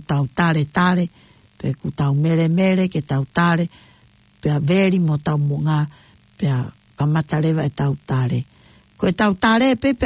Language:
Tongan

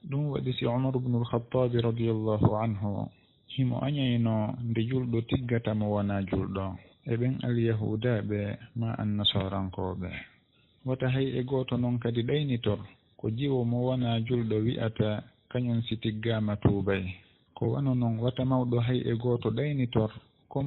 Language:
Fula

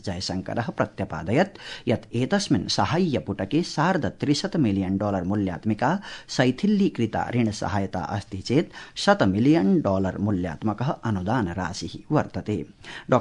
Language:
Sanskrit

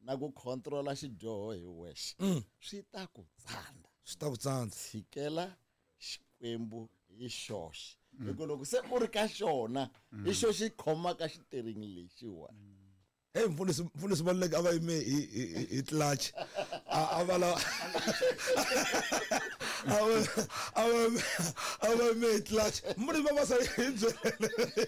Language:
Tsonga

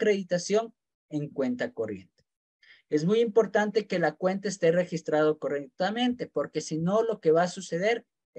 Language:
Spanish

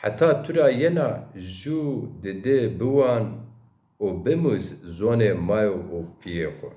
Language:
Zaza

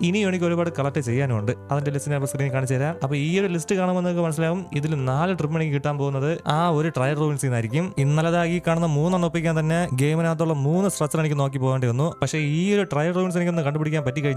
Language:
Malayalam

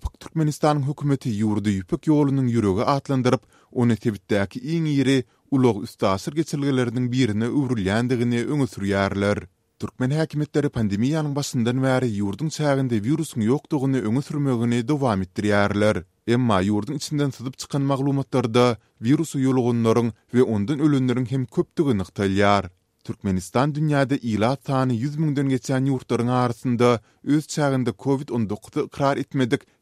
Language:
Turkmen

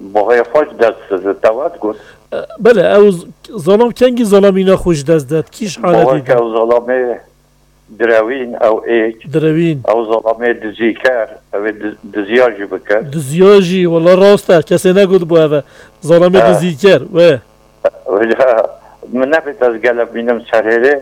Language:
Kurdish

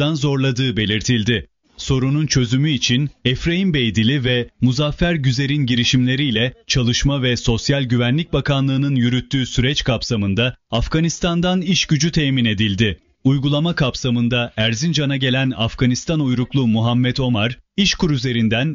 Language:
Turkish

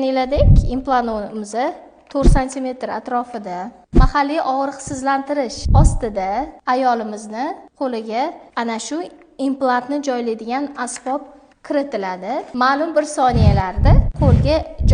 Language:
Uzbek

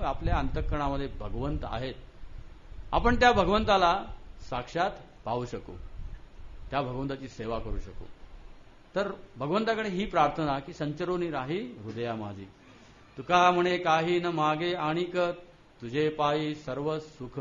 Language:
Marathi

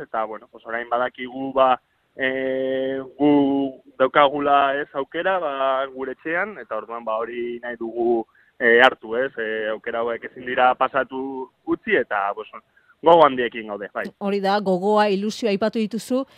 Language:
Basque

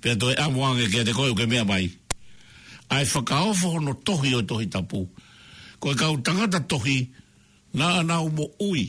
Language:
Tongan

